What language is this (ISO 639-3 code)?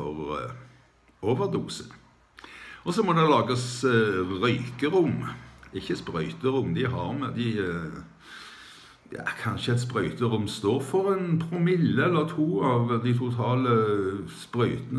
nor